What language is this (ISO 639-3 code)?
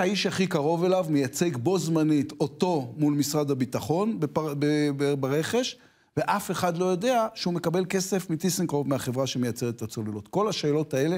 heb